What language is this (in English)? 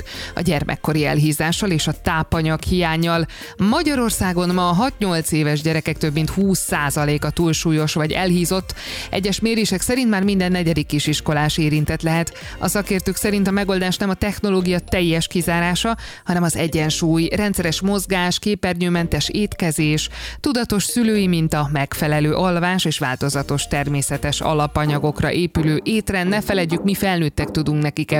Hungarian